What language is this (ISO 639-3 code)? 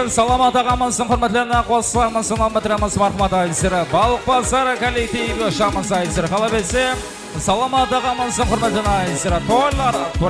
kaa